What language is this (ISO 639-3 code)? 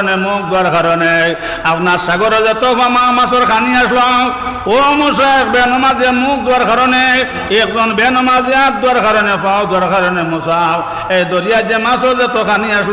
syl